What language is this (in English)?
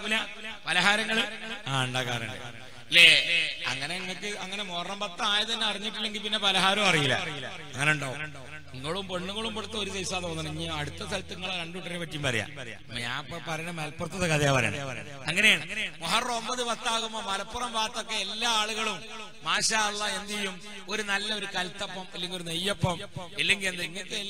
Malayalam